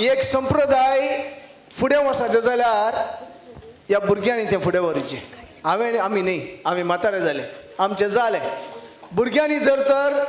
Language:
Konkani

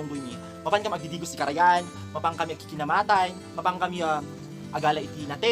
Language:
Iloko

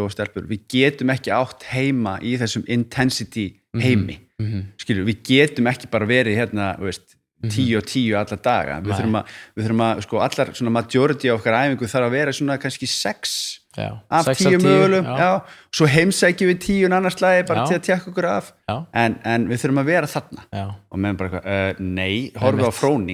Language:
Icelandic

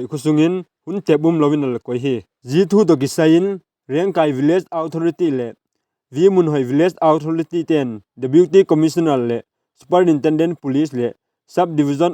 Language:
Vaiphei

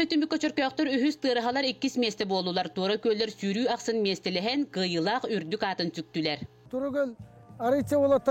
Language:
Yakut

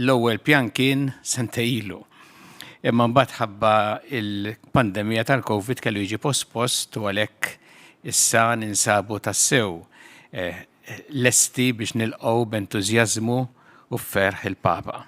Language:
Maltese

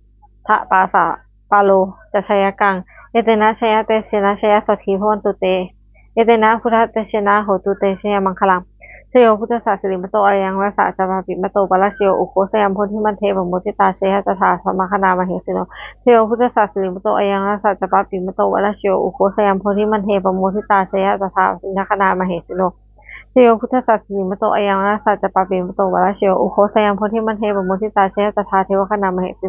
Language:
Pali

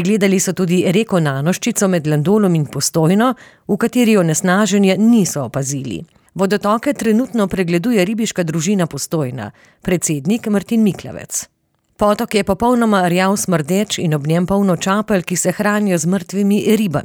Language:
Slovenian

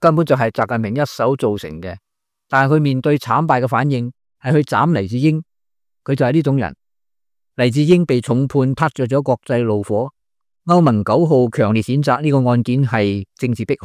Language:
Cantonese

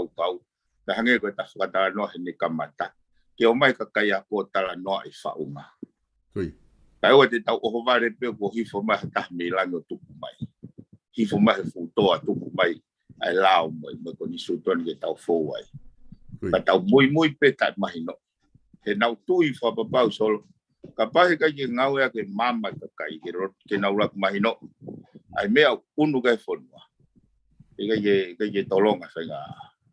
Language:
Tongan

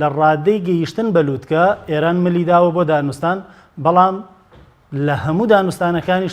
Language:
Central Kurdish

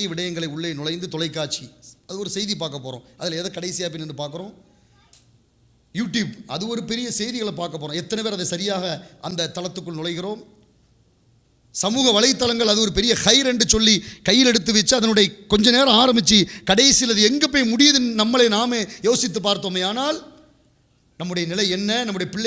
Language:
Tamil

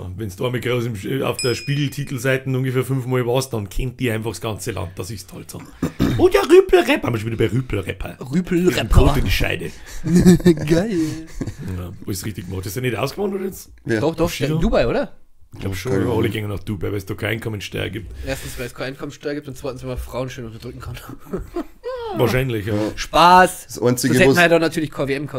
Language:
Bavarian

